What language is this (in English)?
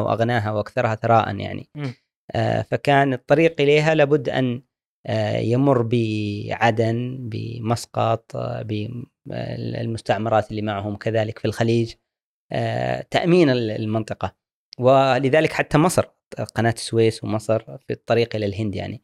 Gulf Arabic